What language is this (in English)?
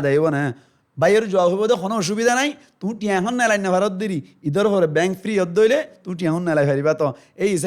Rohingya